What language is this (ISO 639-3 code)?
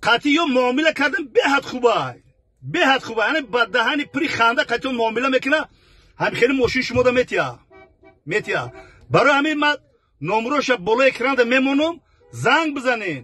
tgk